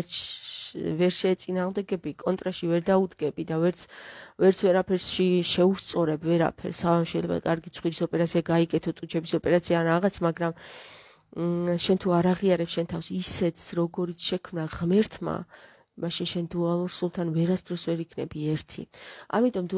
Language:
Georgian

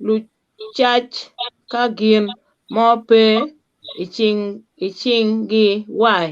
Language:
Acoli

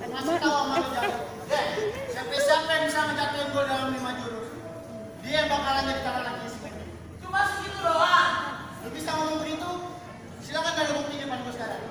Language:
Betawi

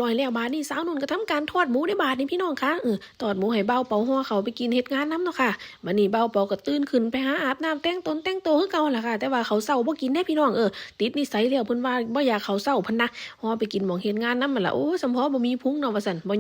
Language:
Northeastern Thai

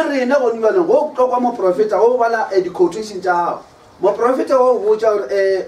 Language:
Northern Sotho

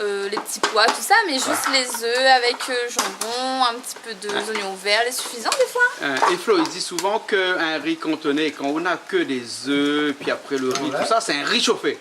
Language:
Réunion Creole French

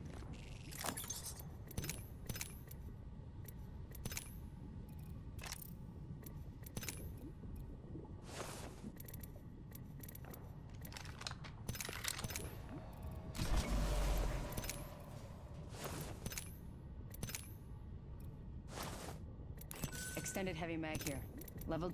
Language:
English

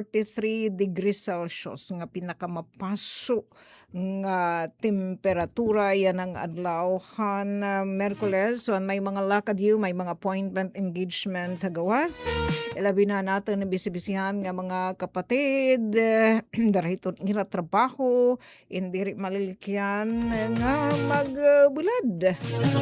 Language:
Waray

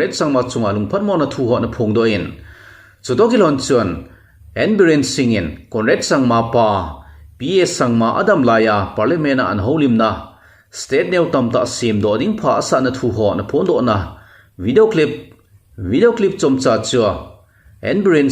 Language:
Thado Chin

